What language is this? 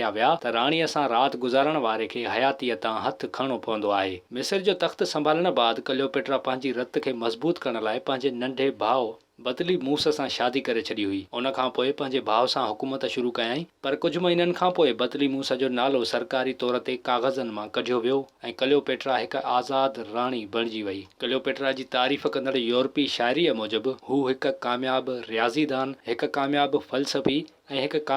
Sindhi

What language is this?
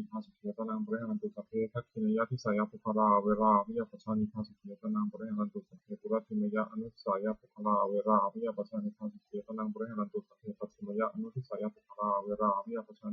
Pali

